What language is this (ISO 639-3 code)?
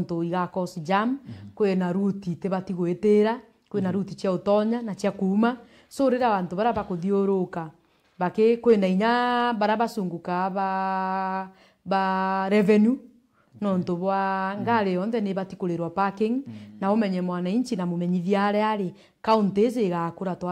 mer